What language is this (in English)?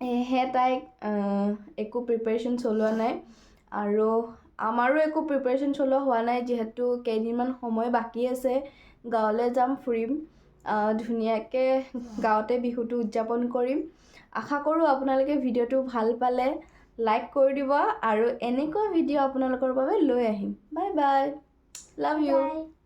Assamese